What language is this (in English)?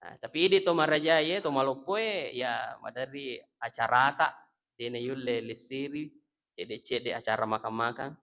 Buginese